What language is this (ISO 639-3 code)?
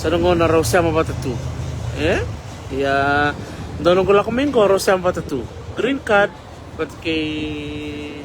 fij